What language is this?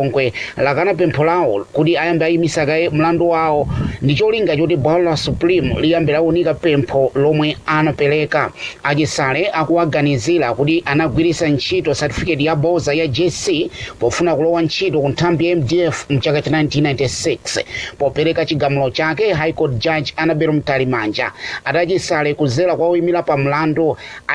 Nyanja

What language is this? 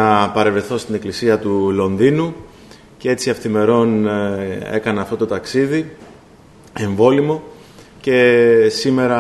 Greek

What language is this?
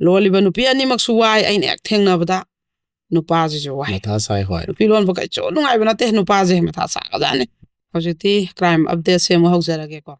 Manipuri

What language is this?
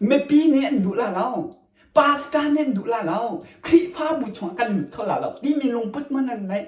Hakha Chin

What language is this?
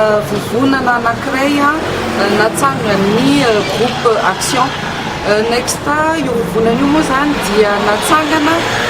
Malagasy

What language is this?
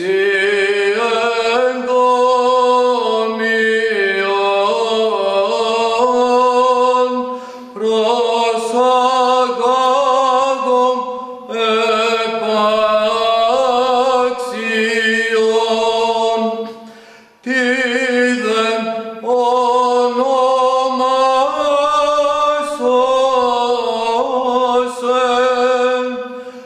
Greek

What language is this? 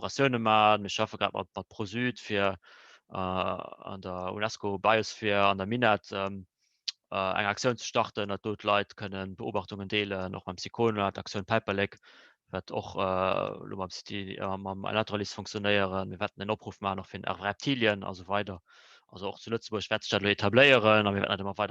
Luxembourgish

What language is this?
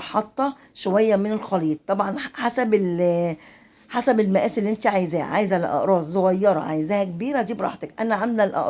Egyptian Arabic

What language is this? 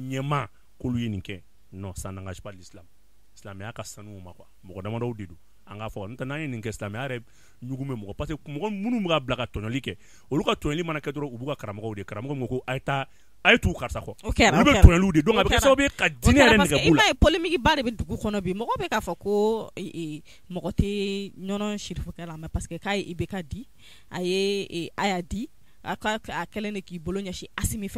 Bambara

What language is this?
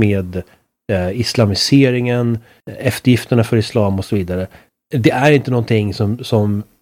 Swedish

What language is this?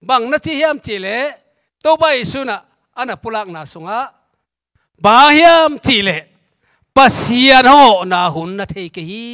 Tedim Chin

